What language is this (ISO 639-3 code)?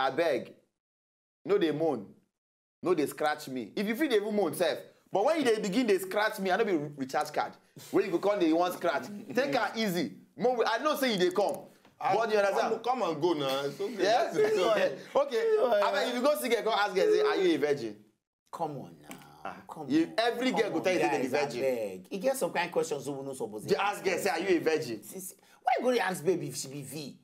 pcm